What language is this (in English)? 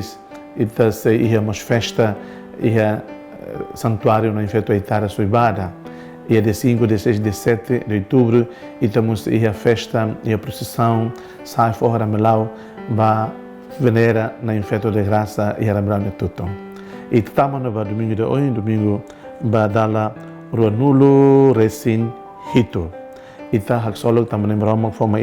Tetum